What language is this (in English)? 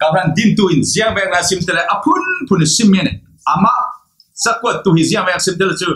Falam Chin